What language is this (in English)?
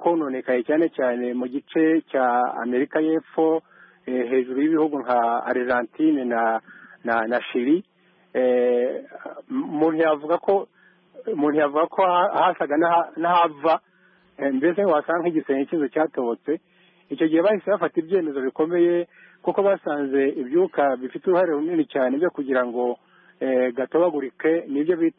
Kinyarwanda